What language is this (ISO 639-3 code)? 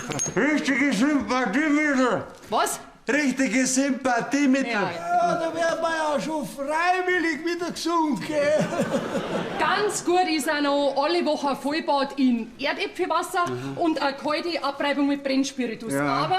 bar